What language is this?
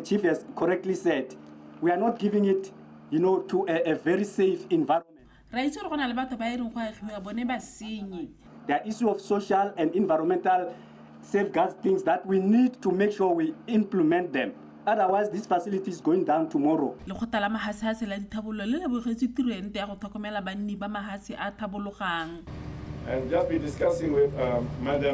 Tswana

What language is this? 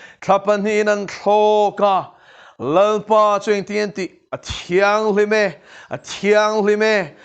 Mizo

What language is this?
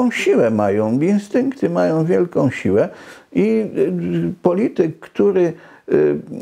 Polish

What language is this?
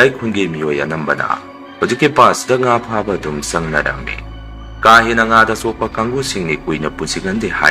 Manipuri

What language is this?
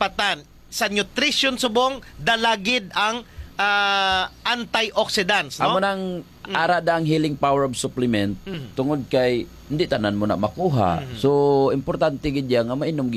Hiligaynon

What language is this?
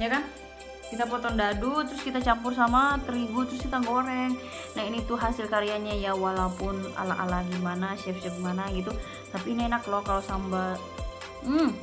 Ambonese Malay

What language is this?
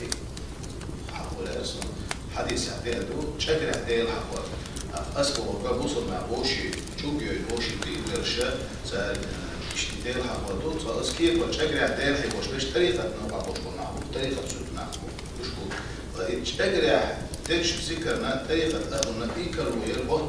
Chechen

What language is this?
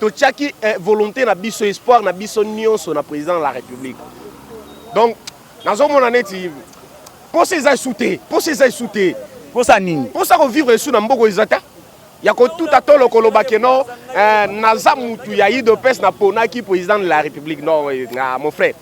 Lingala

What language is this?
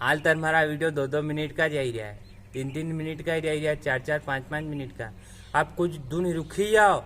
Rajasthani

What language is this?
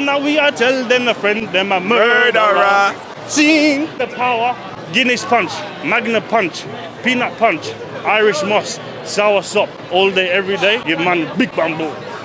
Jamaican Creole English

